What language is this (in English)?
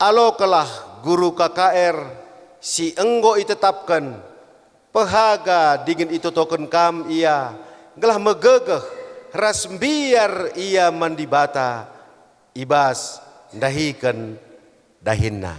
Batak Karo